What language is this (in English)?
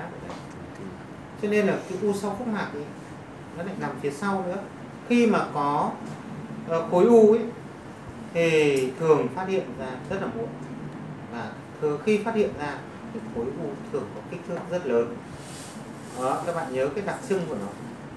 Vietnamese